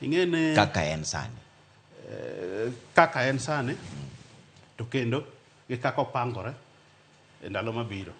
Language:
Luo (Kenya and Tanzania)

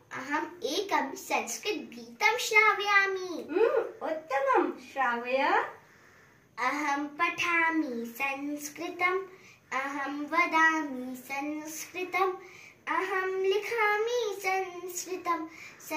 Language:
Sanskrit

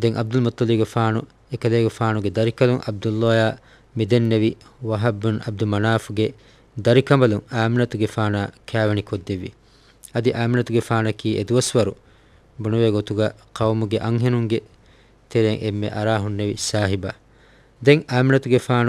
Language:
Divehi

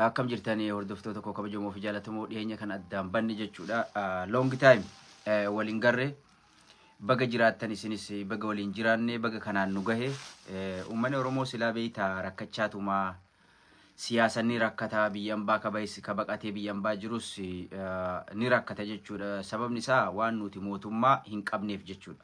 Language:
Oromo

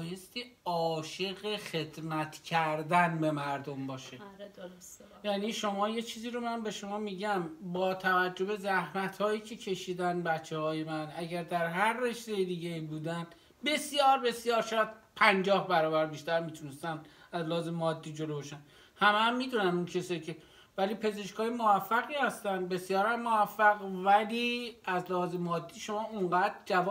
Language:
Persian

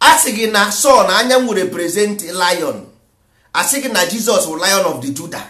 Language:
Igbo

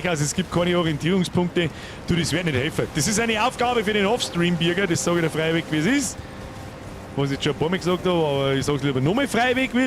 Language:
Bavarian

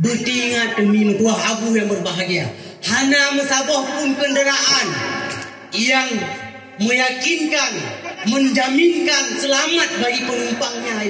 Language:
Achinese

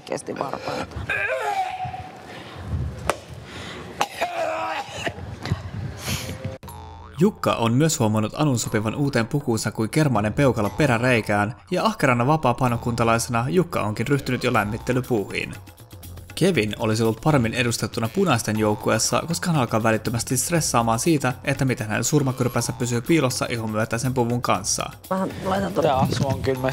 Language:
Finnish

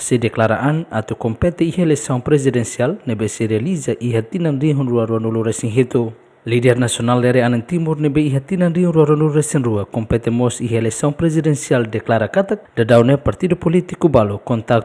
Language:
Tetum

